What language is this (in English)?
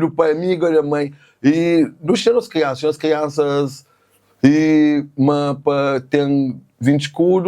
Kabuverdianu